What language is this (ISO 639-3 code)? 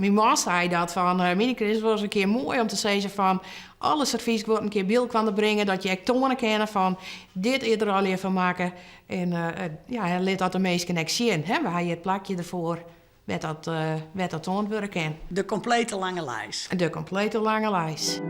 fry